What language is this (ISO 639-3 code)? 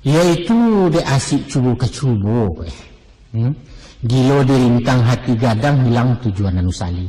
min